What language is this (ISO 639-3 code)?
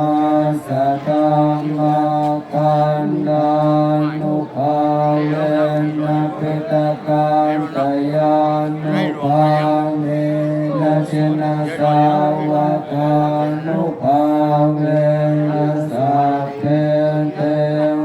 pli